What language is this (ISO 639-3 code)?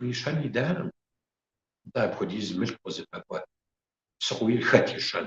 kbd